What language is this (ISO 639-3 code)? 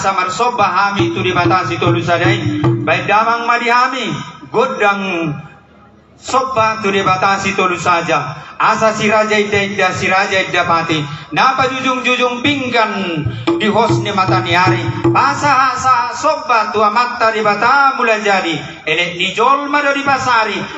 bbc